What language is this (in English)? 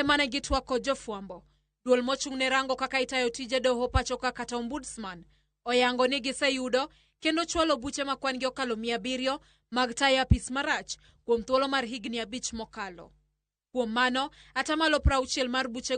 Luo (Kenya and Tanzania)